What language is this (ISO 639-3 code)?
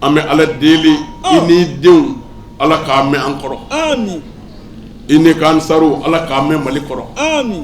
bam